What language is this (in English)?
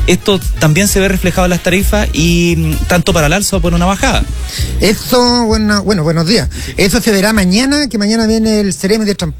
Spanish